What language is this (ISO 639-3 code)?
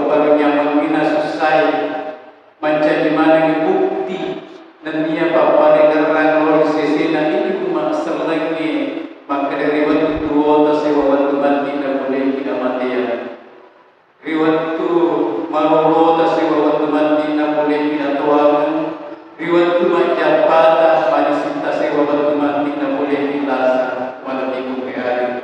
bug